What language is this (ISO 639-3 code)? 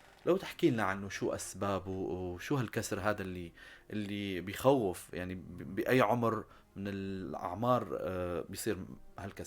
apc